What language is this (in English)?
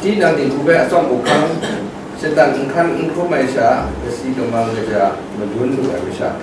Kachin